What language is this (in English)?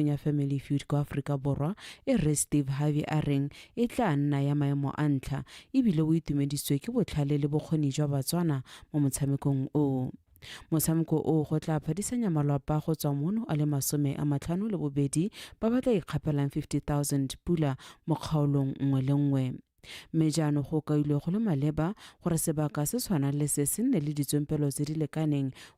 Tswana